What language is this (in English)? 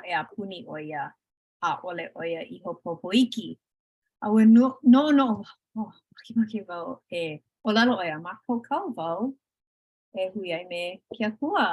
Hawaiian